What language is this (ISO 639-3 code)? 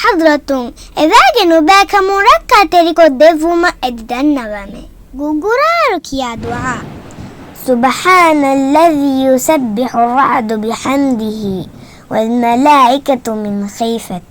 div